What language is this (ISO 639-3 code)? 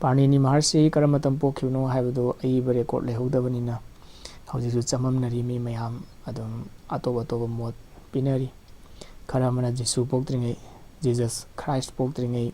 mni